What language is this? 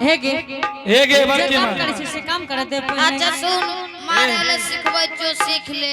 Angika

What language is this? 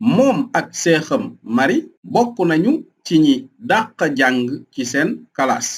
Wolof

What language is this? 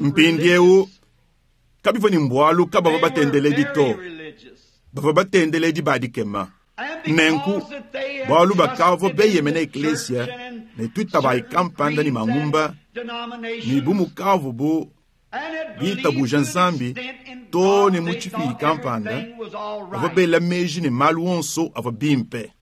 Luba-Lulua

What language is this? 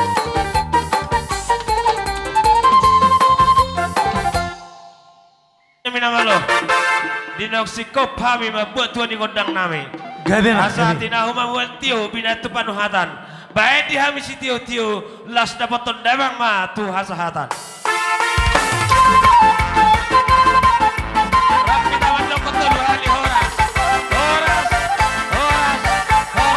Batak Toba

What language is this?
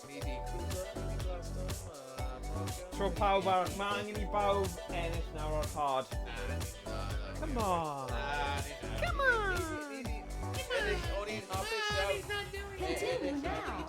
Welsh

